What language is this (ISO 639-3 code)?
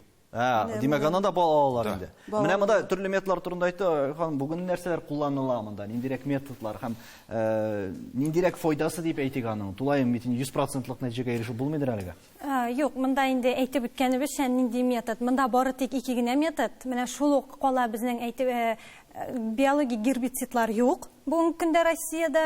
tat